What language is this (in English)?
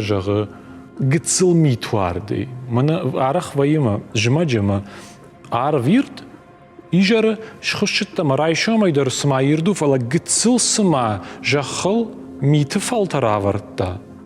Ossetic